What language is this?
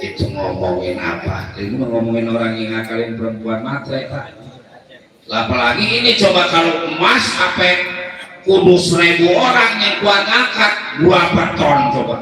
Betawi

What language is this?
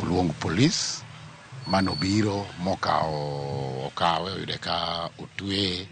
Luo (Kenya and Tanzania)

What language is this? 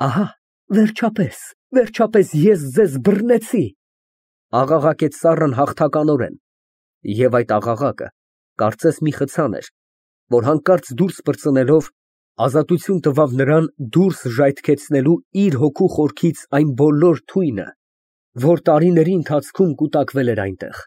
Armenian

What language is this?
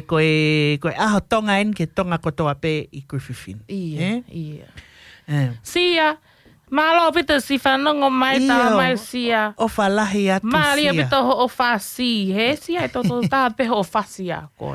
Tongan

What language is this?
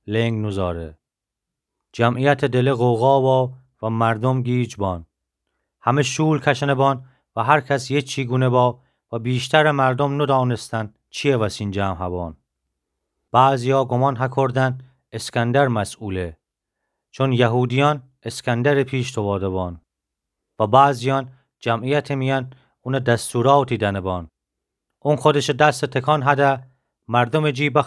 Gilaki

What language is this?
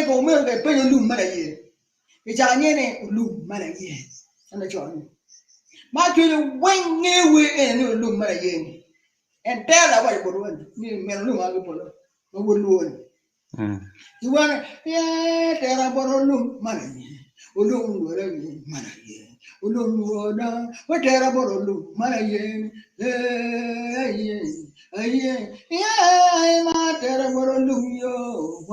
Acoli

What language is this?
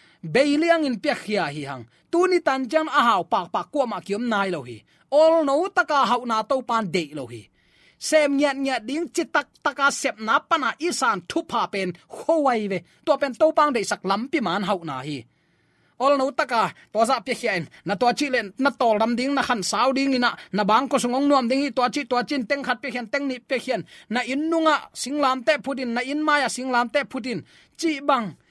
Tedim Chin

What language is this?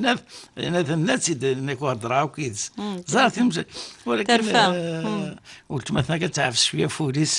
Kabyle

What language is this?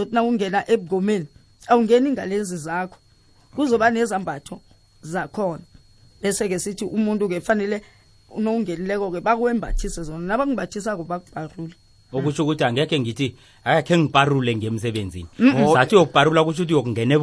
South Ndebele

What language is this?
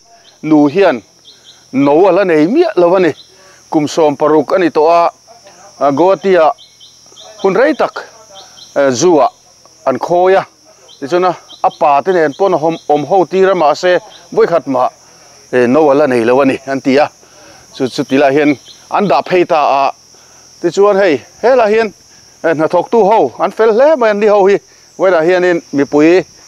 Mizo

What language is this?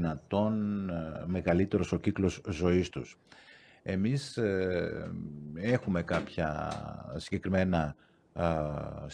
Greek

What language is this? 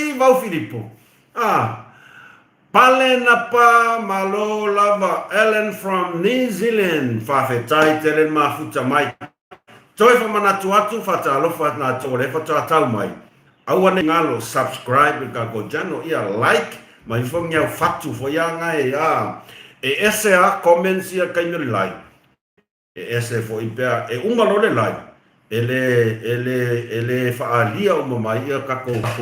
Samoan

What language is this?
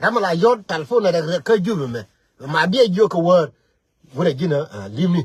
Nuer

